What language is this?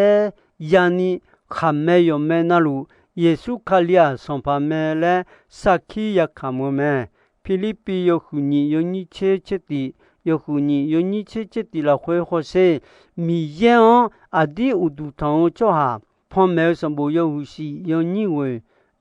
Akha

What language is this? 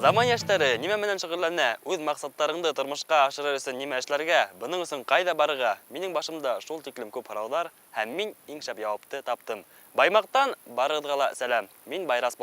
Bashkir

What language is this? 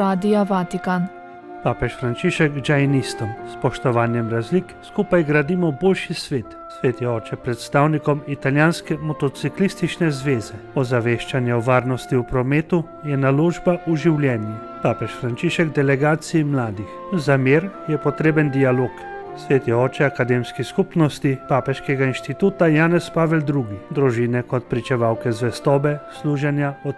Slovenian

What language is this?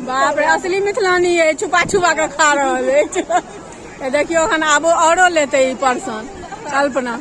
Maithili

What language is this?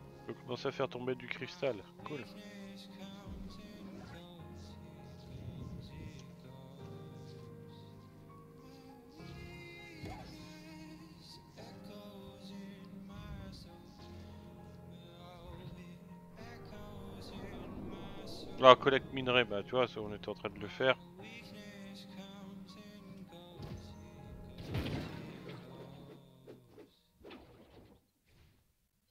French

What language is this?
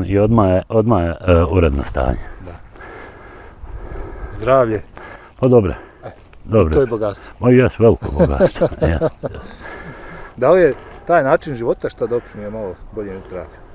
Bosnian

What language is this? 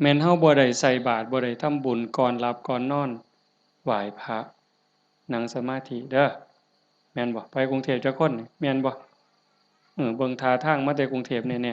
Northeastern Thai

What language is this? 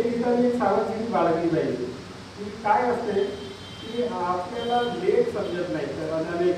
Marathi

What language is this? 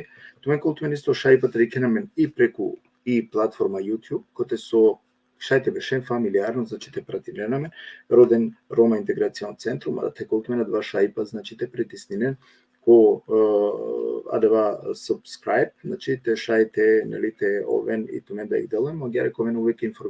Balkan Romani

